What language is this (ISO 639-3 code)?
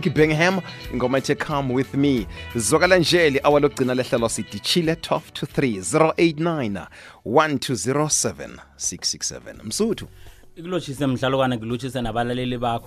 nbl